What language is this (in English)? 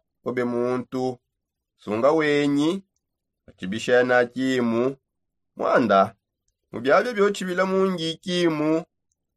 Songe